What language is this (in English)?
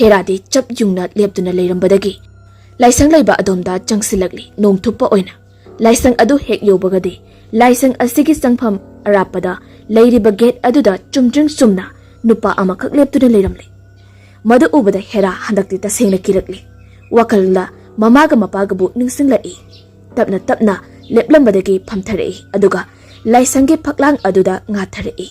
Manipuri